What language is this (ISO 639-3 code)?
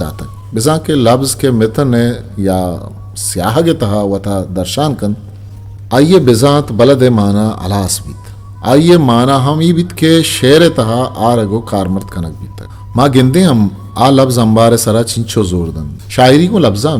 bgp